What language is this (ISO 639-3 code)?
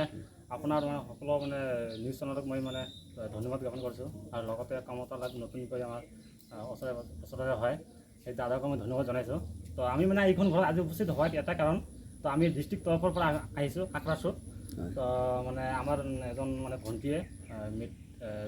asm